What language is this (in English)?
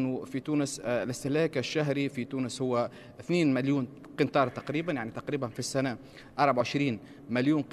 Tunisian Arabic